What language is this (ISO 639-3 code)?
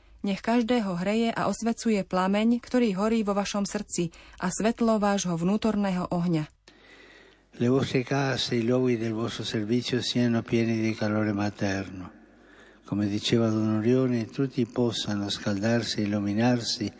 slk